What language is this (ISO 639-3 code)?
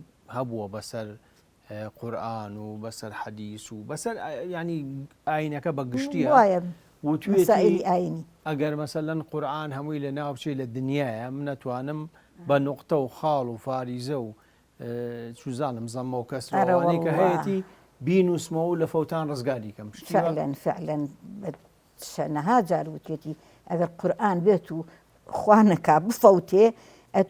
ckb